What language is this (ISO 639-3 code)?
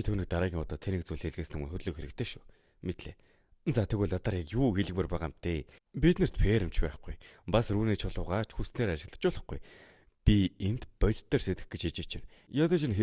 mon